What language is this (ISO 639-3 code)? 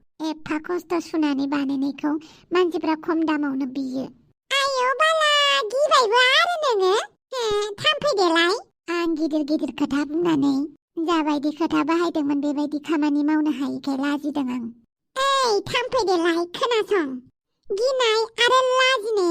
brx